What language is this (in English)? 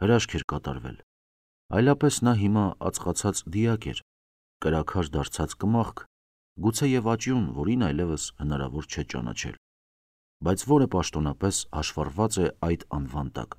Armenian